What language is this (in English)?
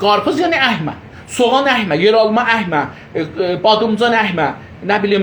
South Azerbaijani